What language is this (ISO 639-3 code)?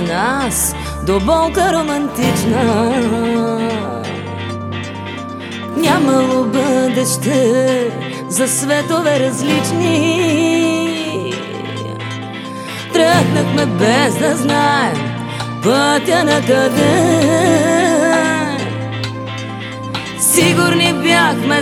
bul